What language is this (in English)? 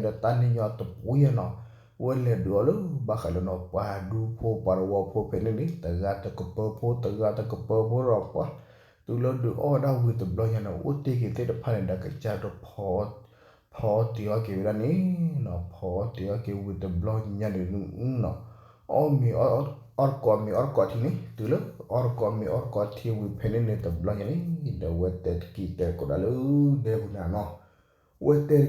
S'gaw Karen